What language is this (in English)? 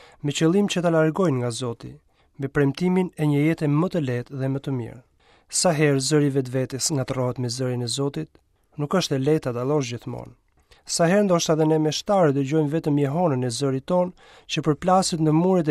Albanian